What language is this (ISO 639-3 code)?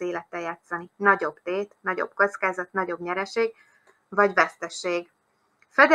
hun